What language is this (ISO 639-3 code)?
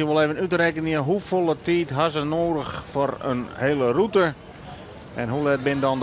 fry